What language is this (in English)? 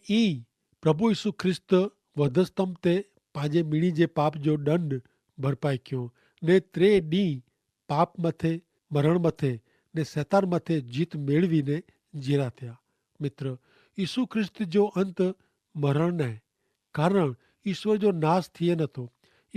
Kachhi